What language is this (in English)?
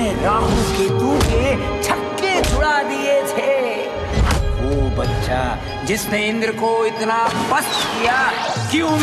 Hindi